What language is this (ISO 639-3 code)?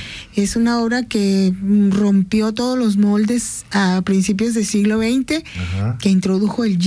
spa